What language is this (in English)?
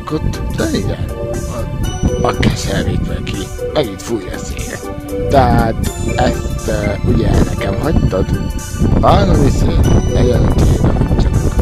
Hungarian